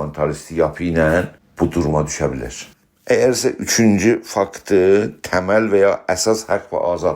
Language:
South Azerbaijani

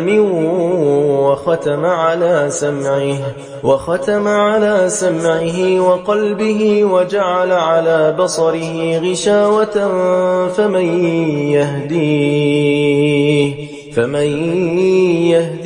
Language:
Arabic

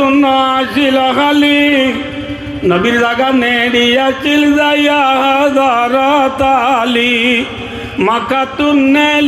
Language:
Rohingya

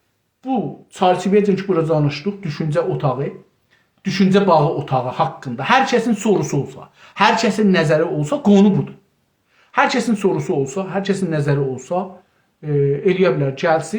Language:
South Azerbaijani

